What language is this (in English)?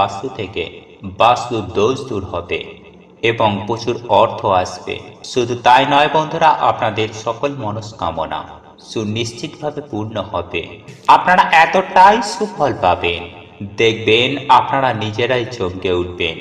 Bangla